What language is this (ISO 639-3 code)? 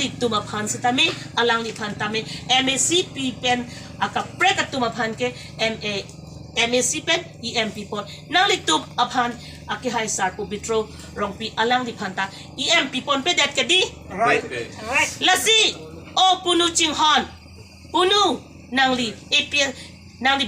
mjw